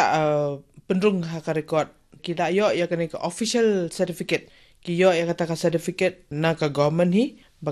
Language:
Khasi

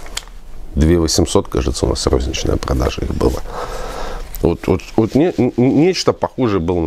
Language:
Russian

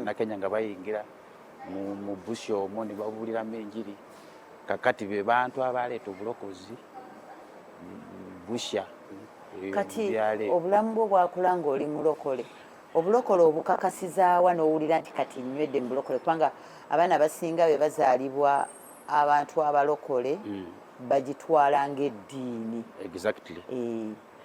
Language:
Ganda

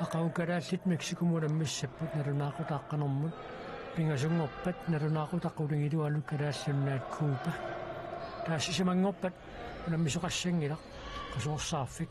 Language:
Kalaallisut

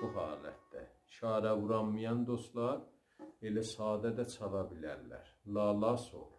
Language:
South Azerbaijani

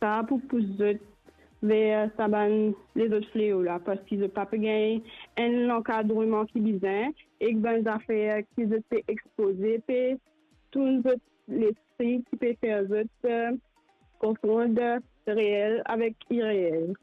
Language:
Morisyen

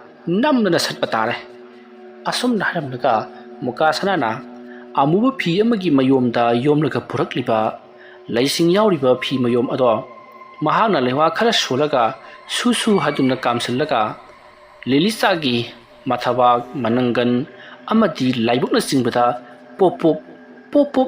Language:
Manipuri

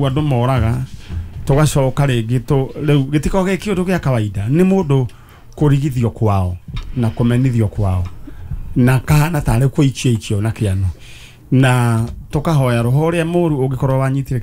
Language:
Kikuyu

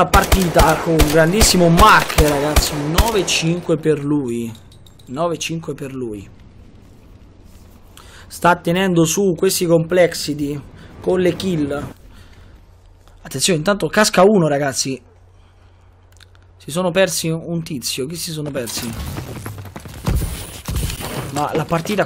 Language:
Italian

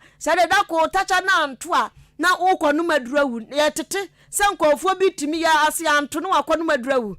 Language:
Akan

